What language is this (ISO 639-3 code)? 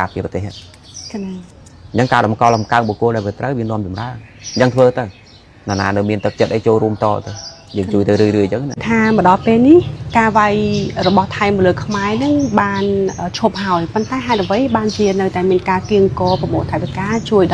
khm